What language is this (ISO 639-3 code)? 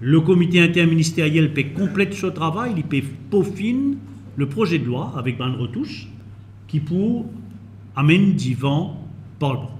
mfe